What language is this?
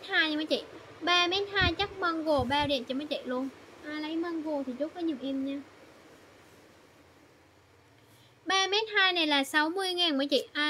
Vietnamese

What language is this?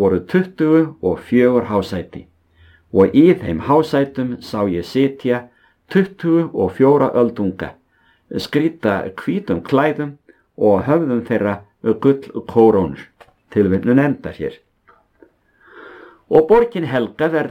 Icelandic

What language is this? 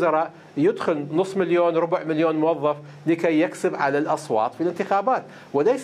Mesopotamian Arabic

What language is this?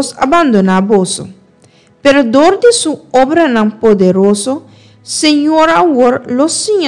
Papiamento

